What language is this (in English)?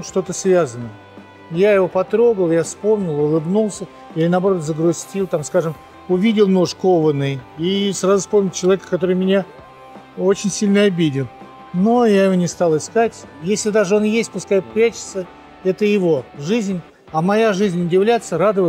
Russian